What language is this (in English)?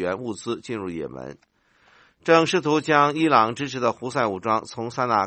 Chinese